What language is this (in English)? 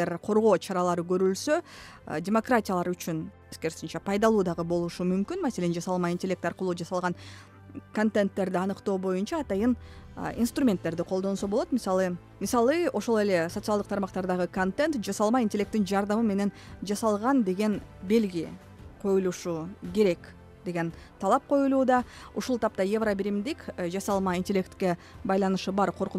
Kyrgyz